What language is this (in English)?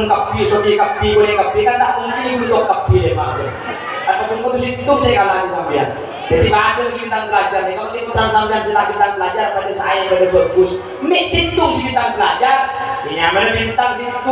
Madurese